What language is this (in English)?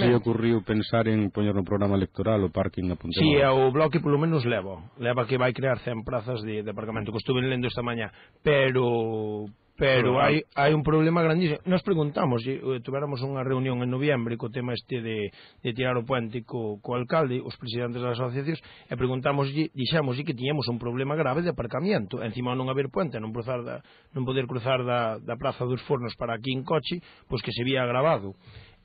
Galician